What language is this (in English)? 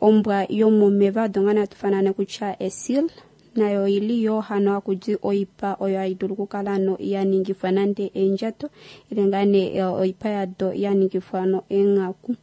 Kuanyama